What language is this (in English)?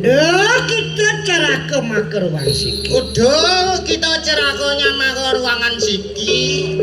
Balinese